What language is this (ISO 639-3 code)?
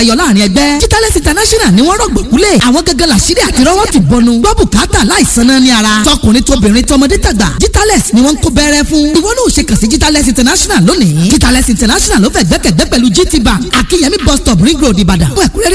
yor